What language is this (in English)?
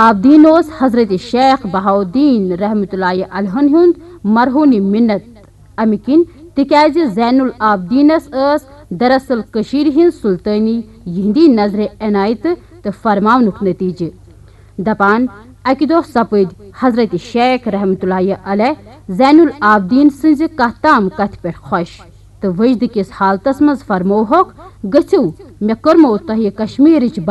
Kashmiri